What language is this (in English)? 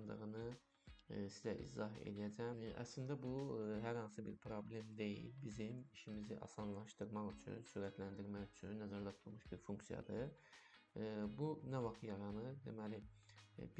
Azerbaijani